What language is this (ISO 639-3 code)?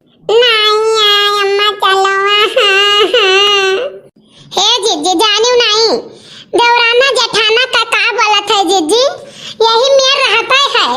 awa